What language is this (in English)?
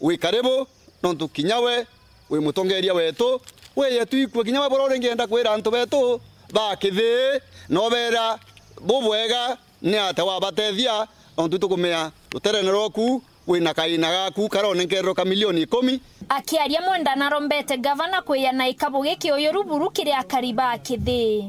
Meru